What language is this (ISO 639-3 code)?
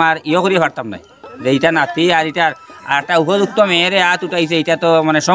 syl